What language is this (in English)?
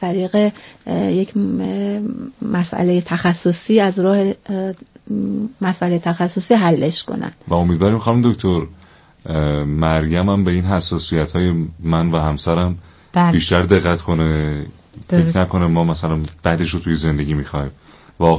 Persian